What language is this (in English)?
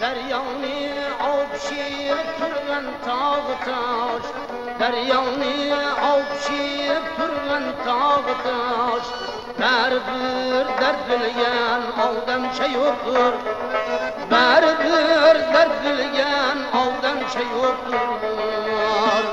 Kara-Kalpak